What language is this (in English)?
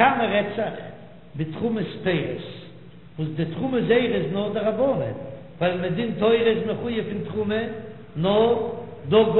Yiddish